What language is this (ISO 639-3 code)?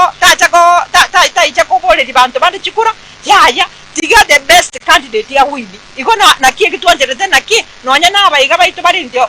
guz